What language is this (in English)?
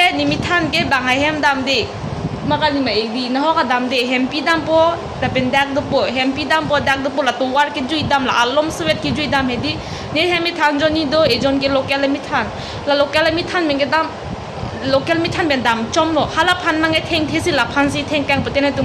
Karbi